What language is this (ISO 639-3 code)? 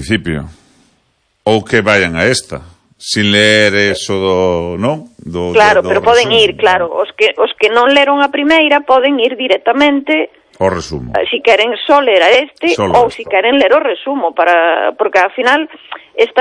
glg